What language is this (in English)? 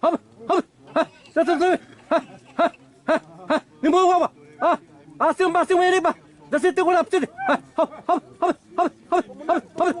Xavánte